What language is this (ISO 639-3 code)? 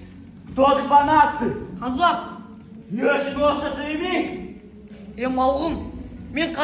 kaz